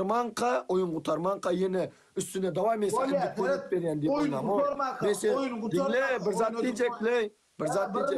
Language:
Turkmen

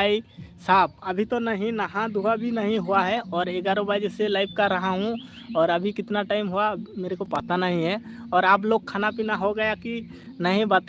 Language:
Santali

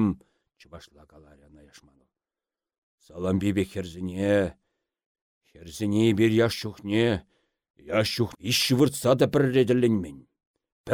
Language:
Chuvash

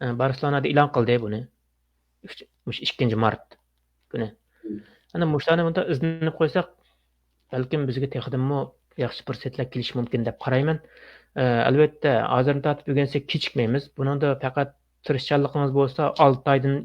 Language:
Uyghur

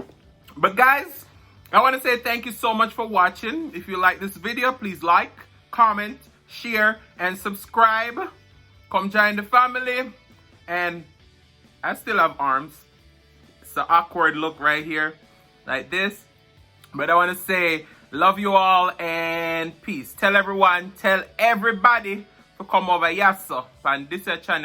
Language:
Jamaican Creole English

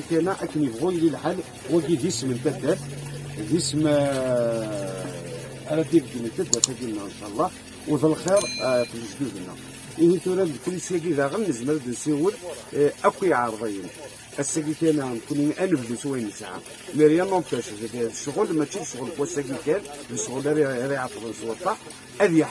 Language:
Kabyle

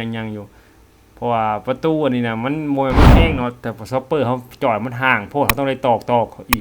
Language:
Lao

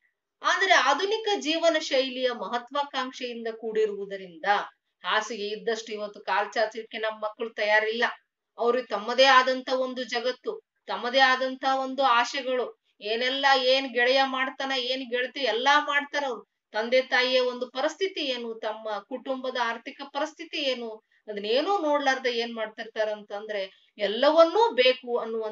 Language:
Kannada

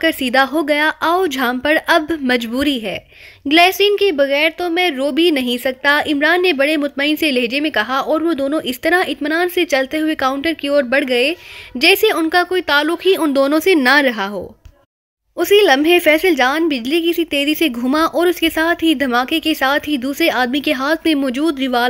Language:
Urdu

